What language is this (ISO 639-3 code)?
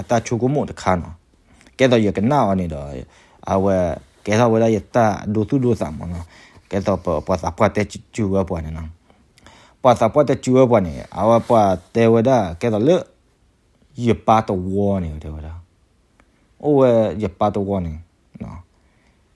ksw